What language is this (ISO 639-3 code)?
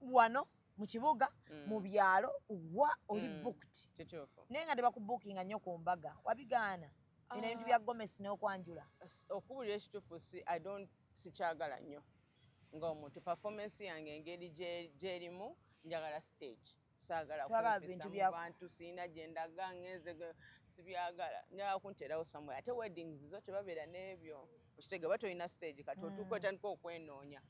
lug